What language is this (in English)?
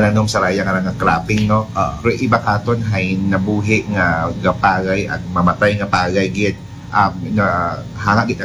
Aklanon